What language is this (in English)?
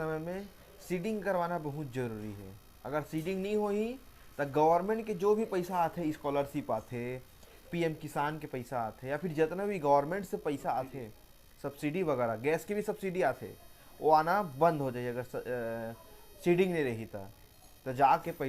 Chhattisgarhi